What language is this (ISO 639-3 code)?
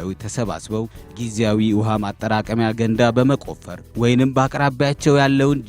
amh